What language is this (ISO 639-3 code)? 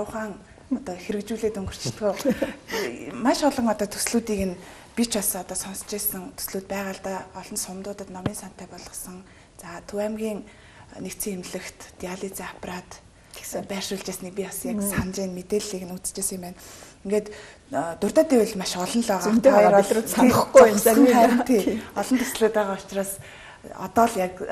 mon